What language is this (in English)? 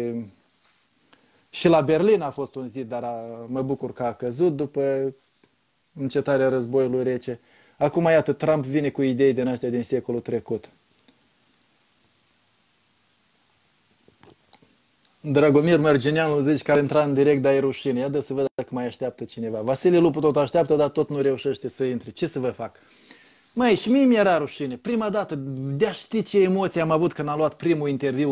Romanian